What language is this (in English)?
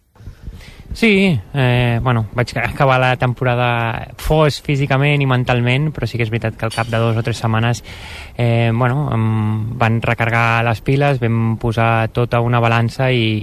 Catalan